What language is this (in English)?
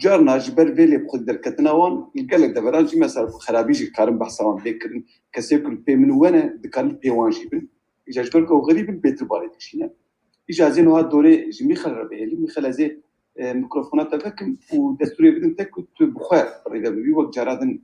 Kurdish